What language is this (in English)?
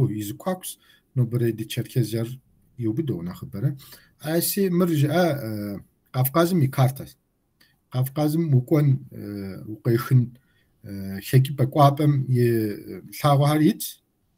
Kabardian